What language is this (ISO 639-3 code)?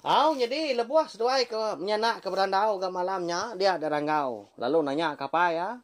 iba